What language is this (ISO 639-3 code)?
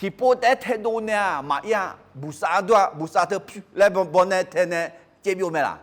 ahk